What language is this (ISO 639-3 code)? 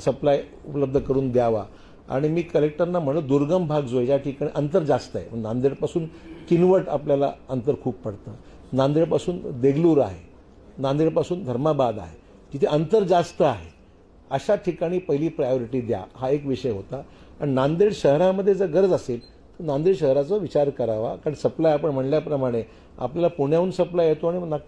mar